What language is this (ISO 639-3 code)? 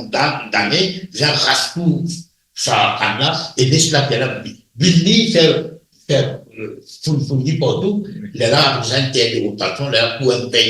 mfe